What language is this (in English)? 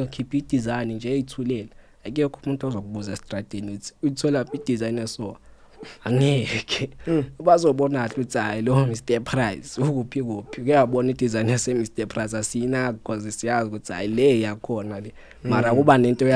Zulu